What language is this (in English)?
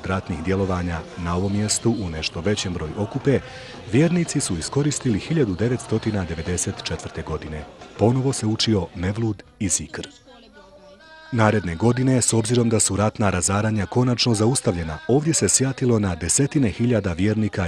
Bosnian